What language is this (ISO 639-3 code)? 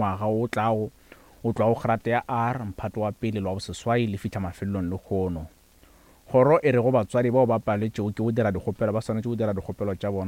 nso